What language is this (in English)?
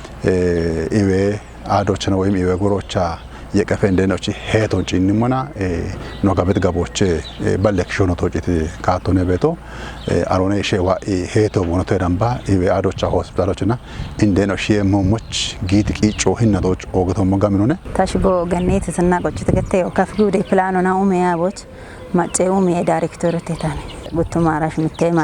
Kafa